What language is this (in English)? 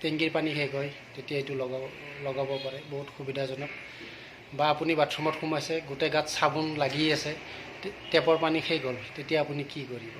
Assamese